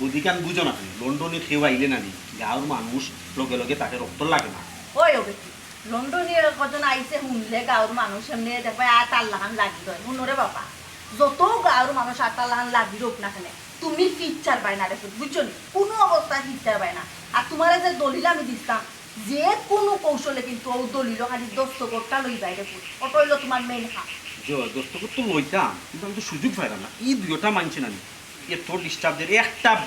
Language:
Sylheti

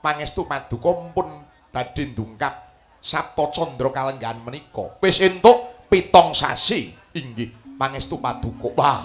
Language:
Javanese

